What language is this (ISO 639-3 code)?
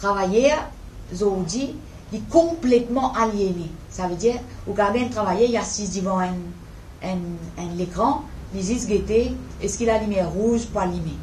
mfe